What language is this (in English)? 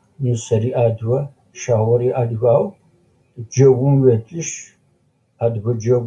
Adyghe